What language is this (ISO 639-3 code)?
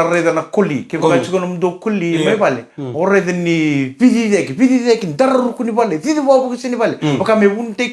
fij